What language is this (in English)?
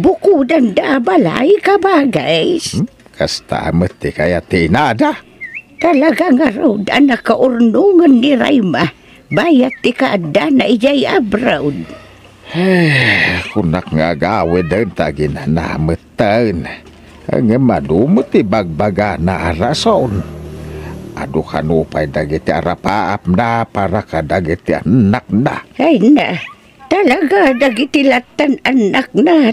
Iloko